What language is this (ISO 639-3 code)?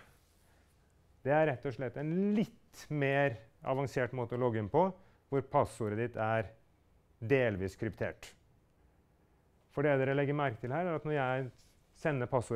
nor